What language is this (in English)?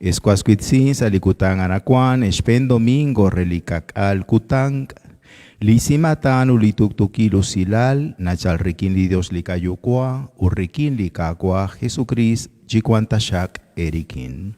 Kekchí